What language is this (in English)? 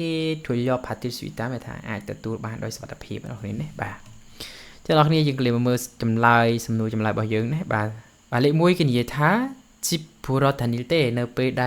Khmer